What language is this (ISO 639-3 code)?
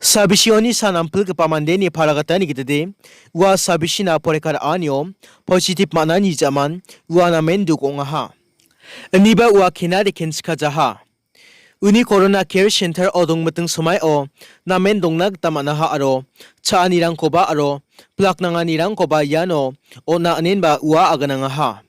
grt